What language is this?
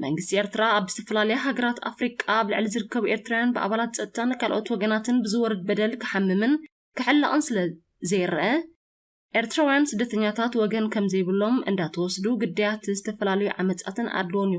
Tigrinya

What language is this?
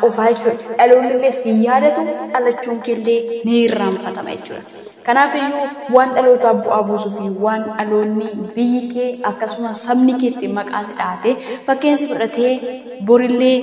Oromo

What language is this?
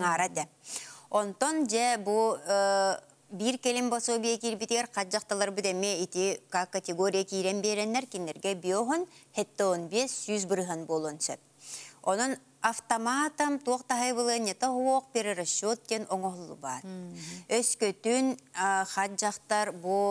Yakut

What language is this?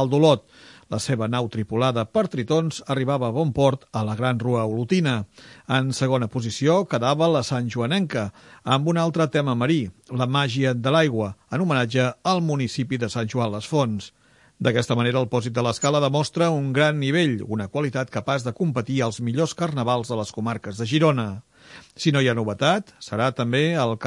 Catalan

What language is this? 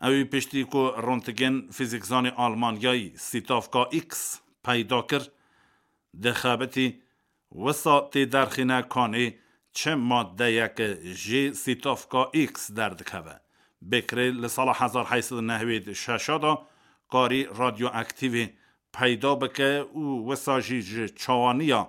Kurdish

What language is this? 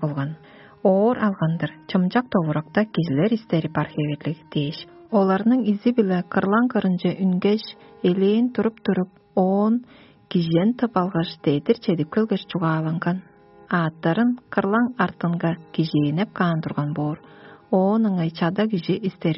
Tuvinian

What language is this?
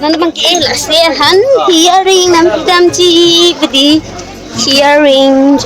Karbi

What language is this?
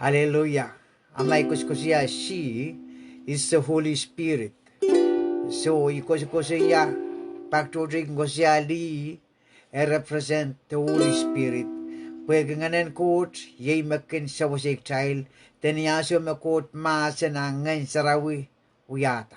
Pohnpeian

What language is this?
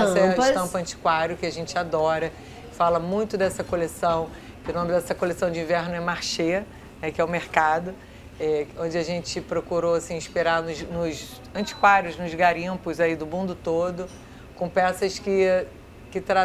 Portuguese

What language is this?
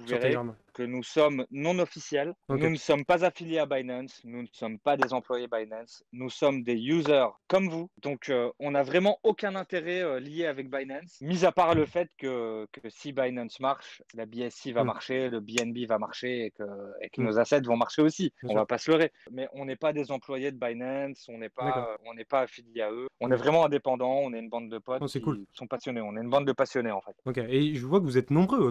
French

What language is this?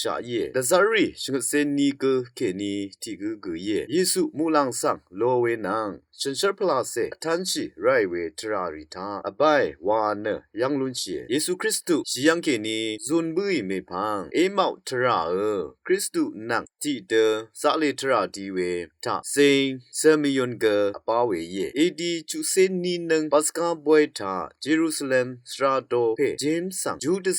Rawang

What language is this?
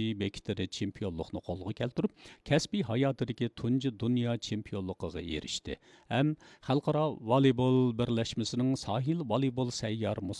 Uyghur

